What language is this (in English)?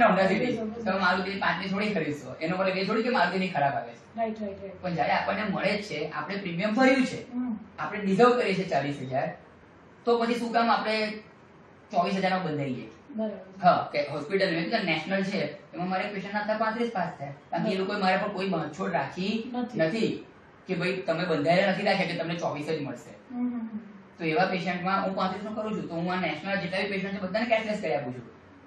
Gujarati